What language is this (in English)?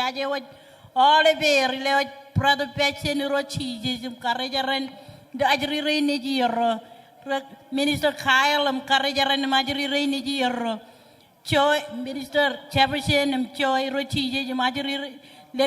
Marshallese